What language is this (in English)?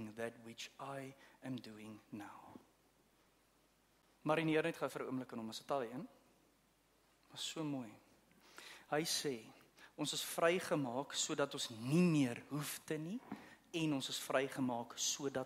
Afrikaans